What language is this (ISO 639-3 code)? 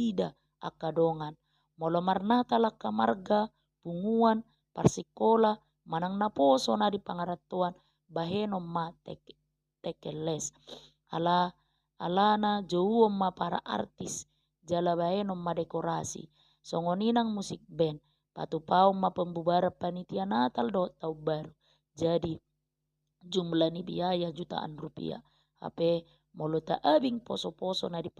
bbc